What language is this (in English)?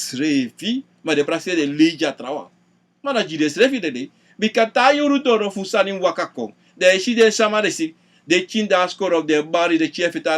Sranan Tongo